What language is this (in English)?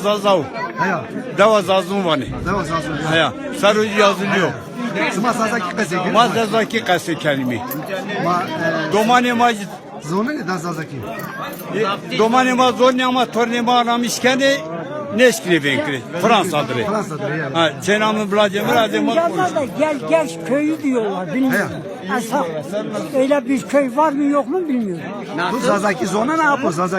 Zaza